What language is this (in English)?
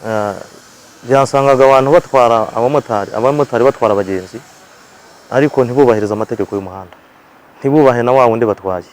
Kinyarwanda